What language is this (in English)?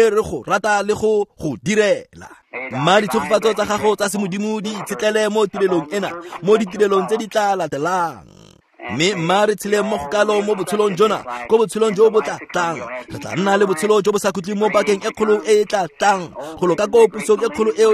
Tswana